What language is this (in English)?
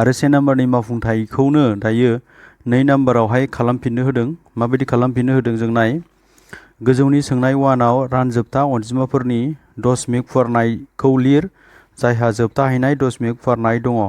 Bodo